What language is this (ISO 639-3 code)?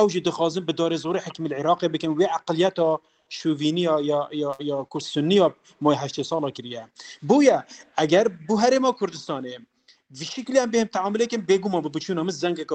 kur